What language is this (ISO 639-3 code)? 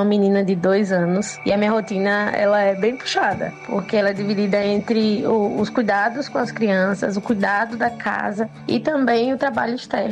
por